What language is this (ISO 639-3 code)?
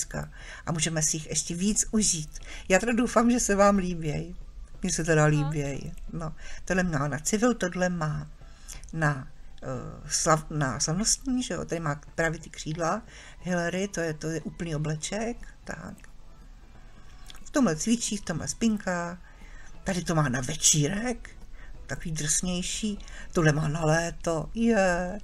ces